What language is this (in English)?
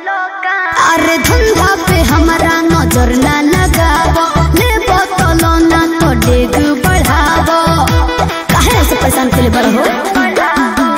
Bhojpuri